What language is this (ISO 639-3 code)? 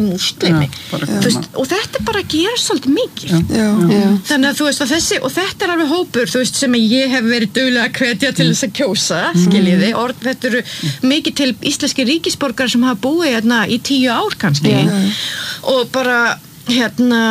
isl